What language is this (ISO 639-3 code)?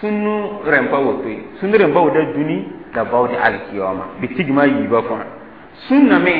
mos